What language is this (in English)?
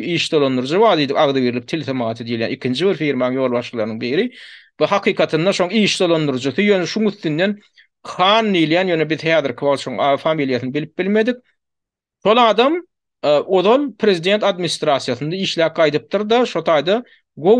Turkmen